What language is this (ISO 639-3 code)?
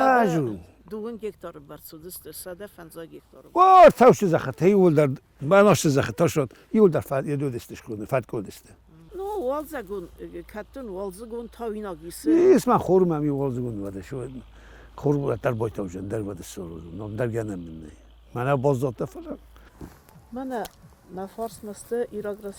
oss